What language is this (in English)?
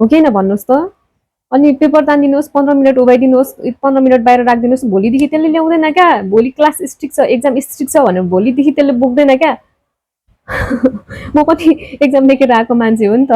Nepali